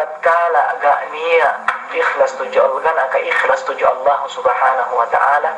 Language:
Yakan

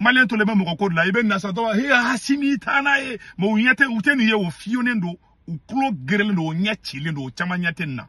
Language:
Bambara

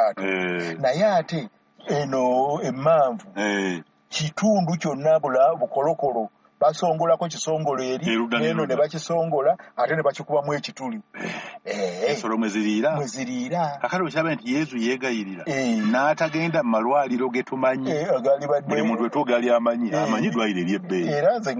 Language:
Ganda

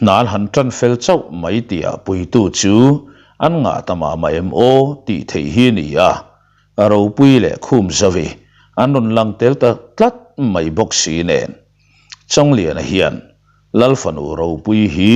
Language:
Mizo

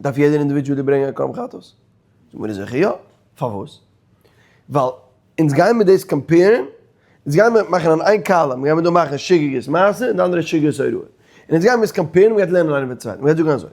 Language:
Yiddish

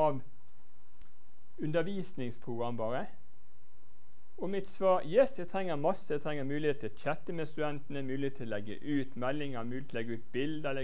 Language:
Norwegian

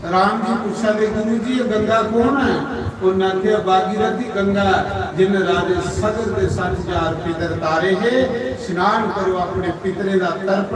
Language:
Dogri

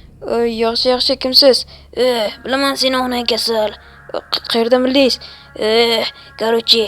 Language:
Uzbek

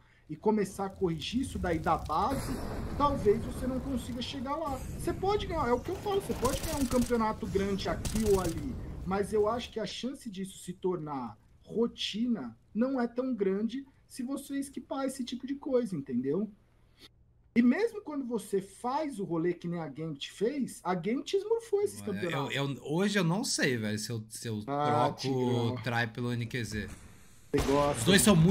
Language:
Portuguese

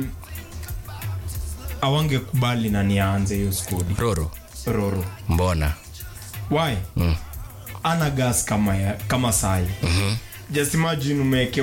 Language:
Swahili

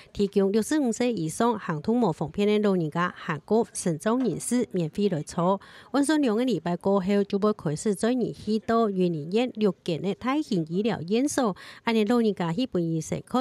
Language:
Hakka Chinese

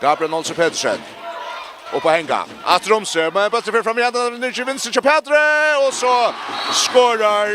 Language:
Faroese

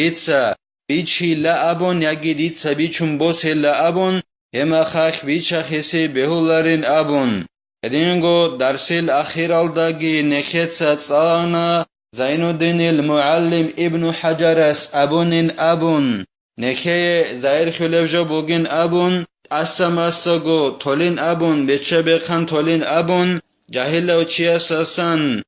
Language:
Avaric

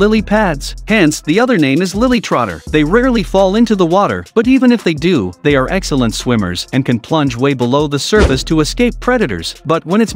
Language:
English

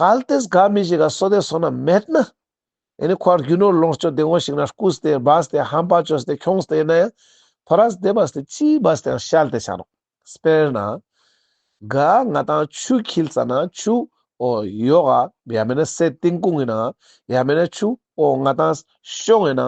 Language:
Ladakhi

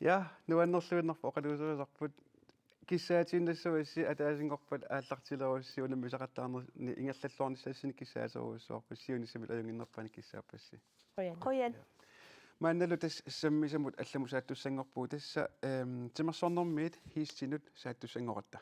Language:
Kalaallisut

